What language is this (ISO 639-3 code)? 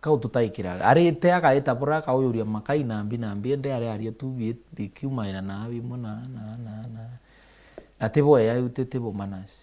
mer